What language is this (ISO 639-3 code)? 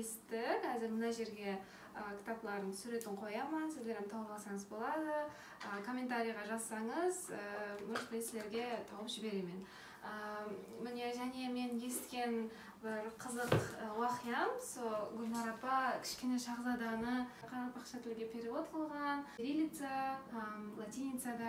kaa